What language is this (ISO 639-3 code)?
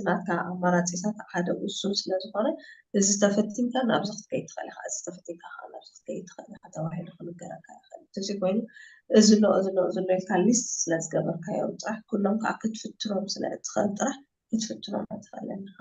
tir